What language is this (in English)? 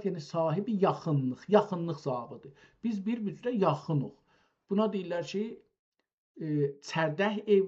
South Azerbaijani